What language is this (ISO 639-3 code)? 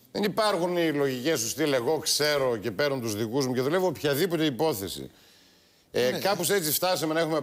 ell